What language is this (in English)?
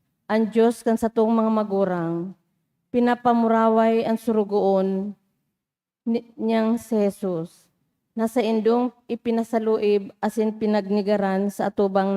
Bikol